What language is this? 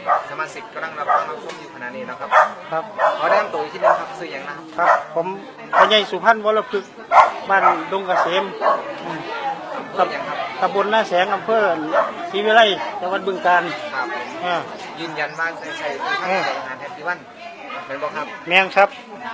Northeastern Thai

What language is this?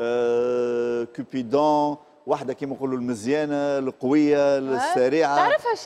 Tunisian Arabic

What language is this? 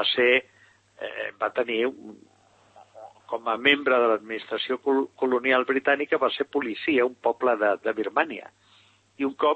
Catalan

